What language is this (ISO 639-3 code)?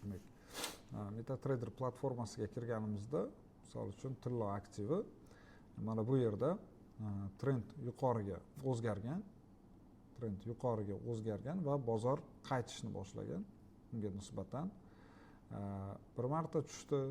uzb